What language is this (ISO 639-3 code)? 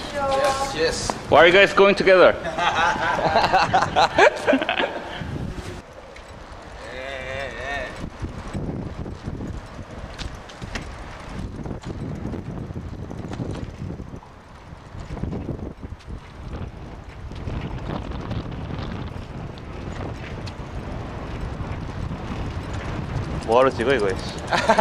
kor